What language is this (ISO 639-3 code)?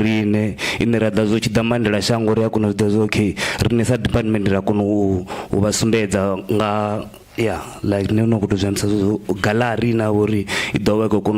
ven